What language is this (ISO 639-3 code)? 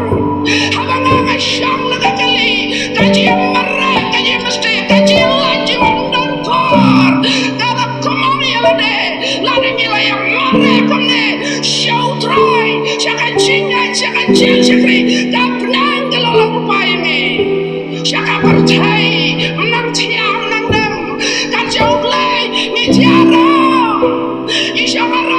kha